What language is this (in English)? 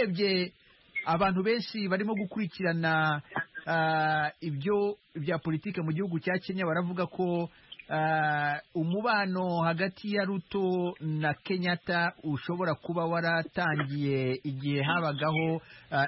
Kinyarwanda